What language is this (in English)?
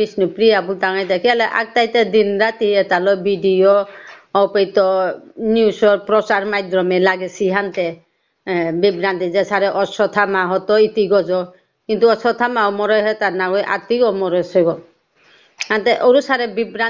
Bishnupriya